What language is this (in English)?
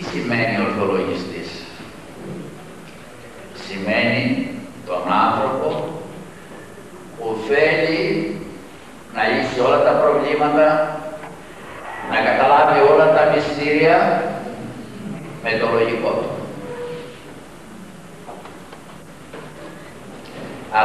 Greek